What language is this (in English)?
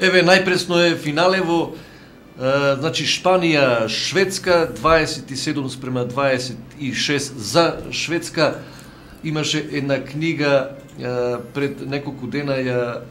Macedonian